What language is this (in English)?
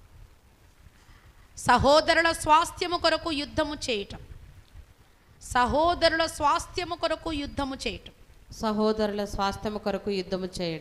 Telugu